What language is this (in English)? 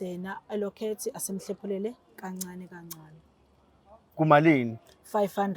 Zulu